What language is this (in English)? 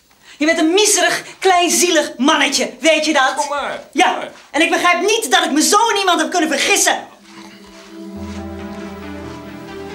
Dutch